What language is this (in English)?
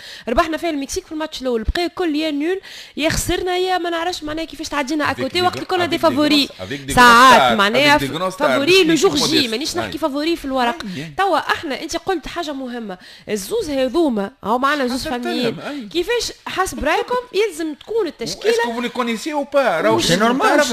Tunisian Arabic